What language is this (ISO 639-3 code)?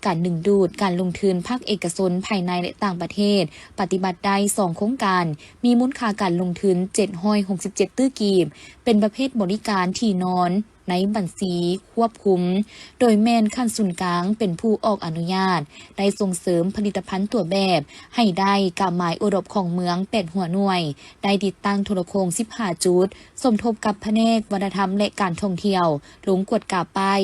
lao